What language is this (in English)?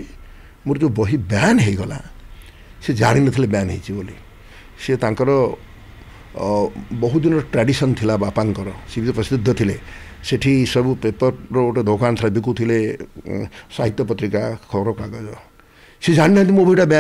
Odia